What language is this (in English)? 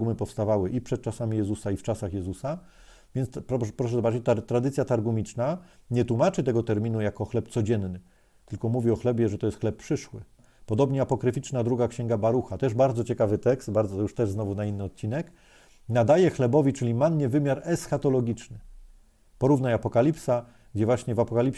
Polish